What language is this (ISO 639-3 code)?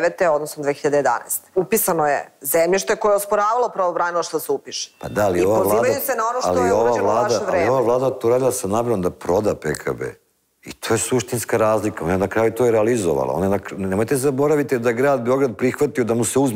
srp